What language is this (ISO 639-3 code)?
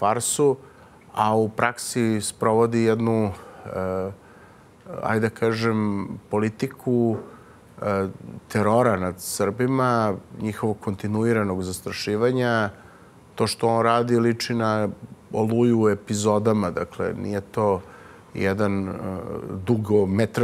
srp